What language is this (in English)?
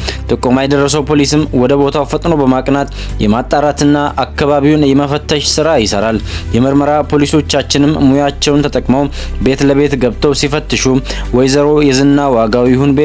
Amharic